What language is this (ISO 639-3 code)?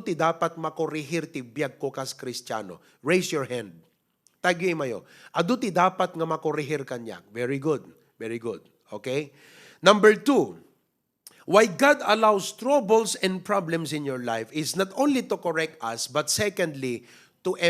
ilo